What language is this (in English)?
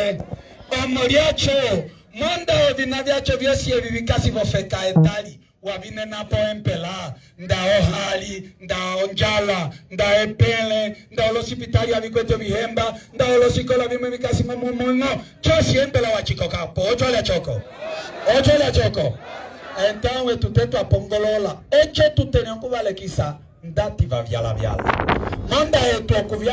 Umbundu